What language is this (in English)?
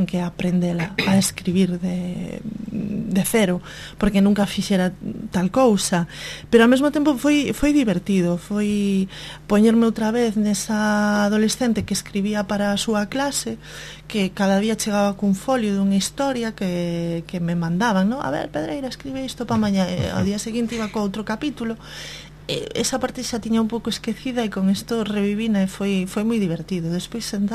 Galician